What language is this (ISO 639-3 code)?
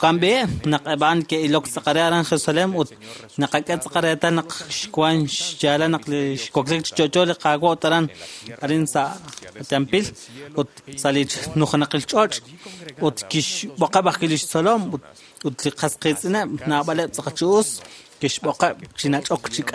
kek